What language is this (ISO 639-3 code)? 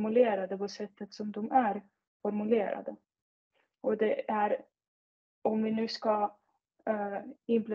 swe